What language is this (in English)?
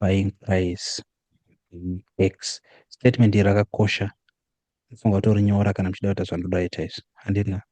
Shona